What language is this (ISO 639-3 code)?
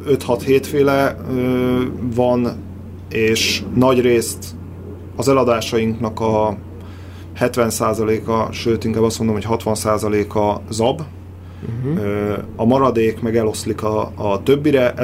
hun